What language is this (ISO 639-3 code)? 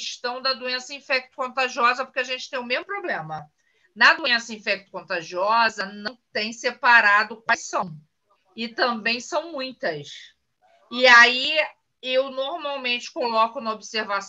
por